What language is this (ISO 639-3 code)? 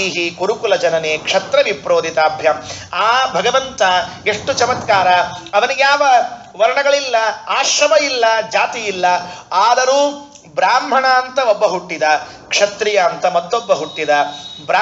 kan